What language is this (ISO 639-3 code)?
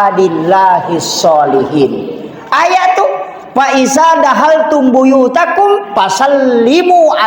bug